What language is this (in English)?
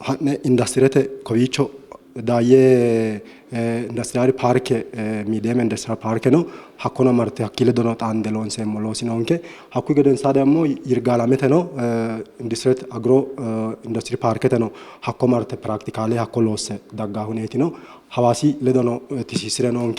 Sidamo